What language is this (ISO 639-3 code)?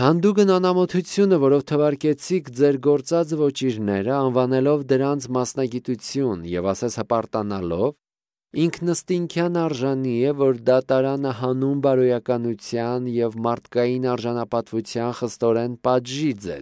hye